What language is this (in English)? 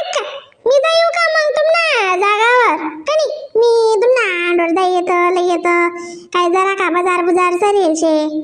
Khandesi